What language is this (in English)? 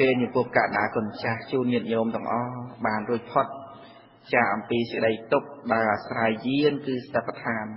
Khmer